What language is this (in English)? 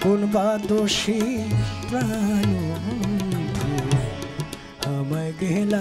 Bangla